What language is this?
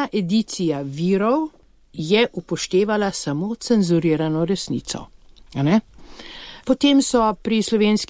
Slovenian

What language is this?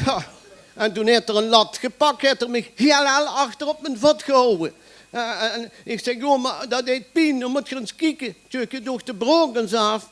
Limburgish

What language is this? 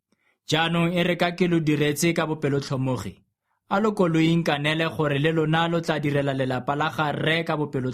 Tswana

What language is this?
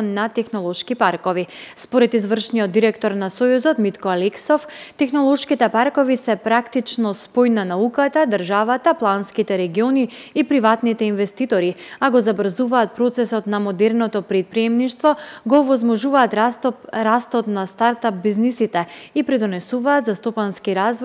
Macedonian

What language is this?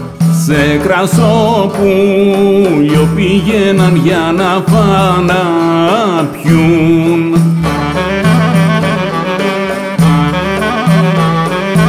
Greek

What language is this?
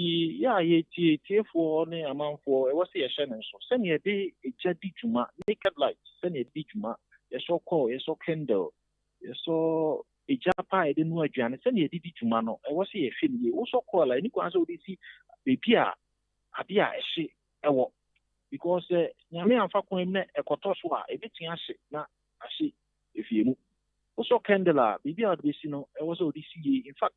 Akan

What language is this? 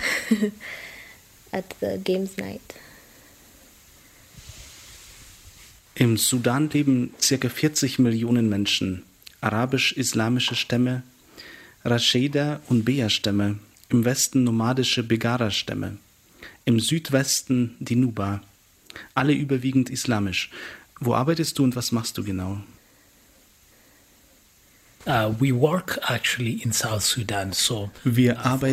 German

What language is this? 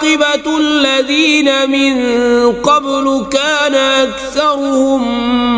Kashmiri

